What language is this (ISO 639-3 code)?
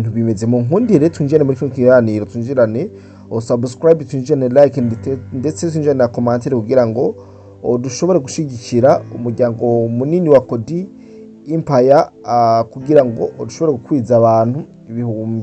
run